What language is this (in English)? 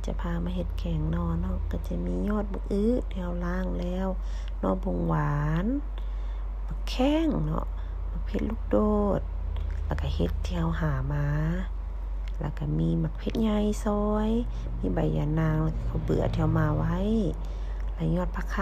Lao